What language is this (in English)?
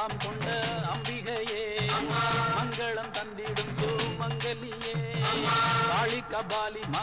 Tamil